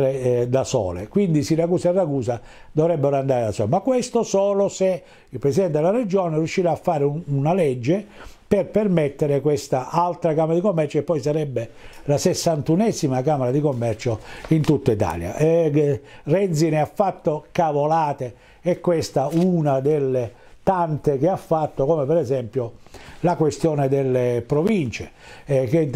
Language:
Italian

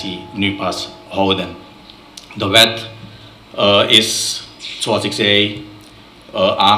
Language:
Dutch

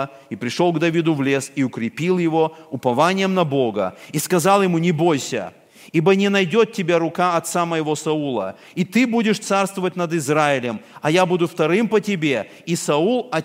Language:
Russian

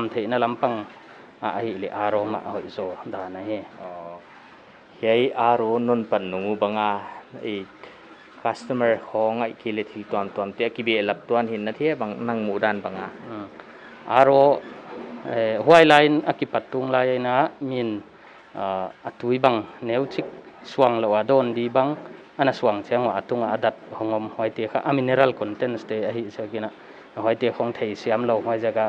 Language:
Paite Chin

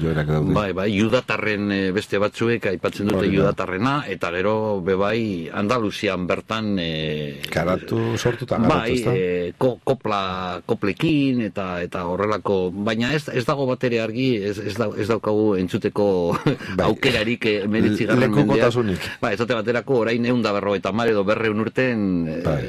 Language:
Basque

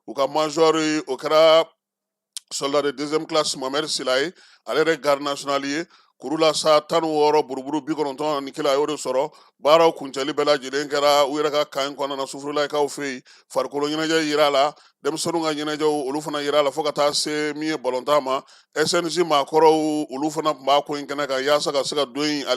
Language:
Bambara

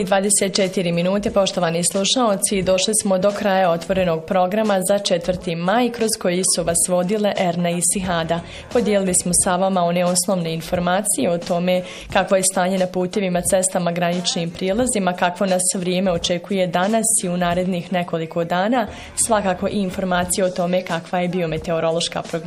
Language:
Bosnian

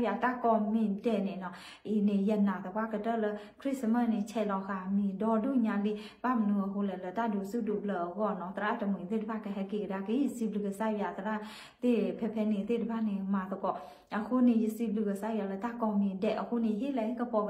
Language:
S'gaw Karen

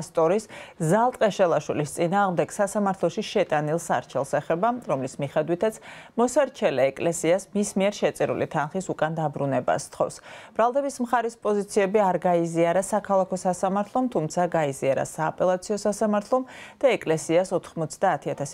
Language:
Georgian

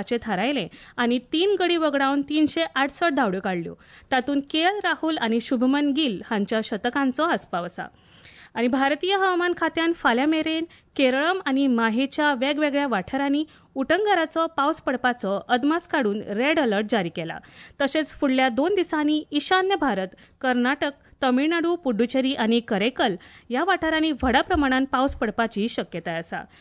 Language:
Konkani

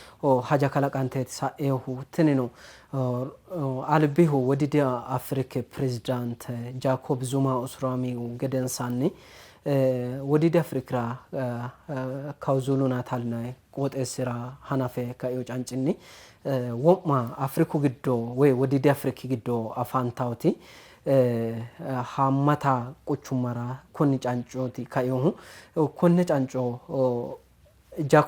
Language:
Sidamo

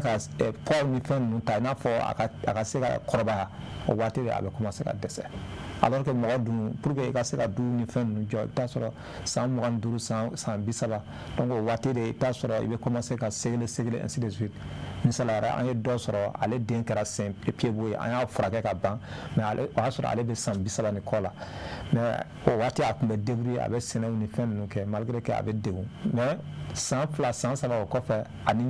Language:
Bambara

